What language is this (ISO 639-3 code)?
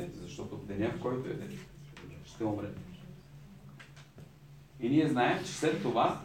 bul